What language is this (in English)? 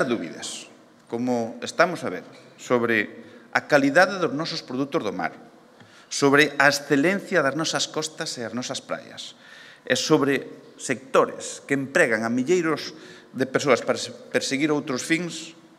Galician